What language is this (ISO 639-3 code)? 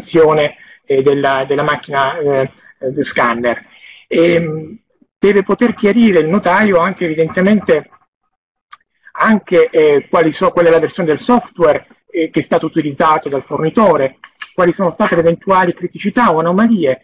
ita